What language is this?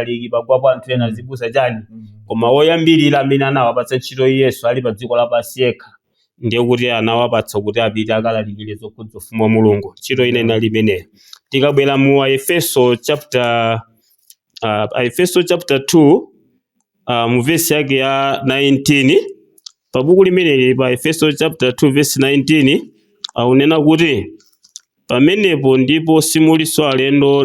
Nyanja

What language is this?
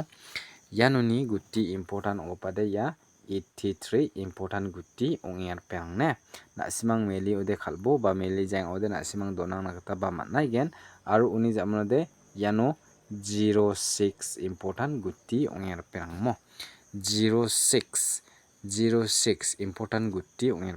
Garo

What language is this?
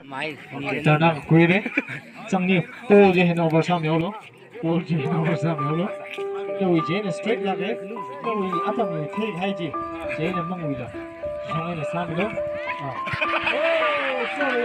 Tangkhul Naga (India)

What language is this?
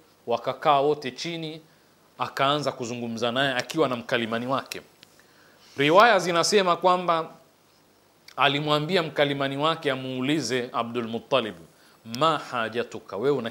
Swahili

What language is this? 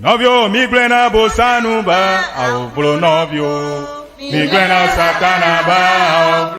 Ewe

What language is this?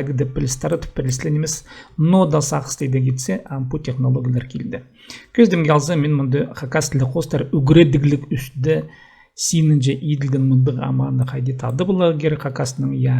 Khakas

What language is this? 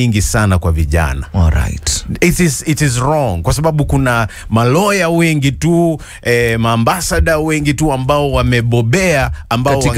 Swahili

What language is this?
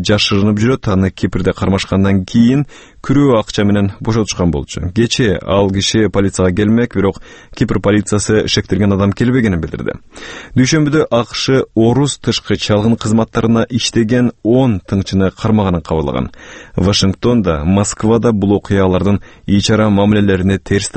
Kyrgyz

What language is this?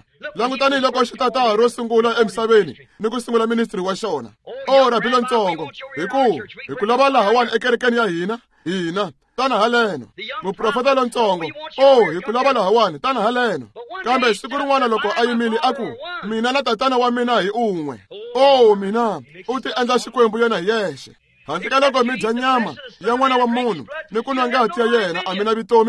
Tsonga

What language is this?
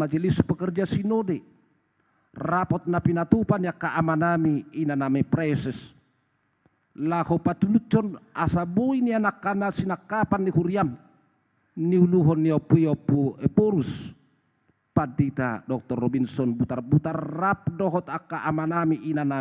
Batak Toba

